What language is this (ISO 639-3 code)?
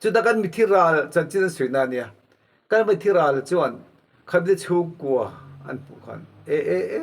lus